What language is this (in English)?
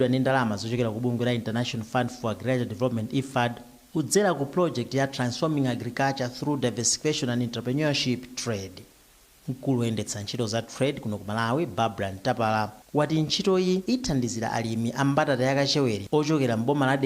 Nyanja